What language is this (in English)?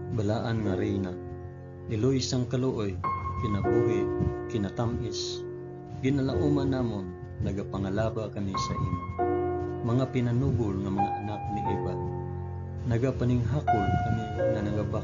Hiligaynon